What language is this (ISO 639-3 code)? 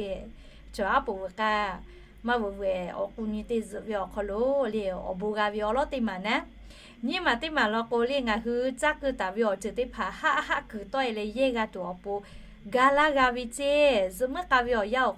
lhu